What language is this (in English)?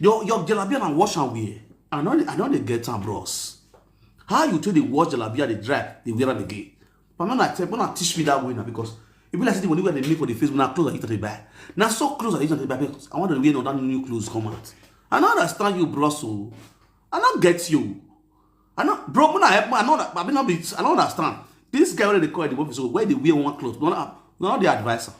Nigerian Pidgin